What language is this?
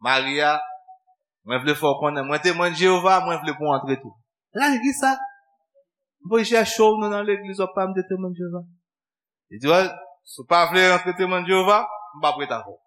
Haitian Creole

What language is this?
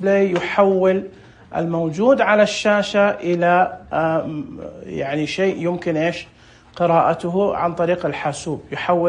Najdi Arabic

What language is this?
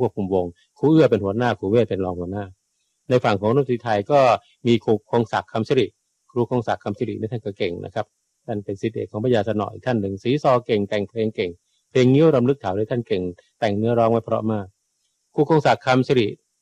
Thai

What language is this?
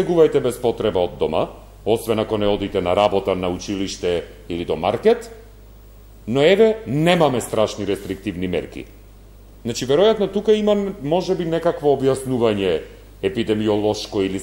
Macedonian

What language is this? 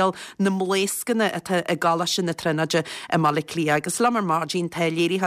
Irish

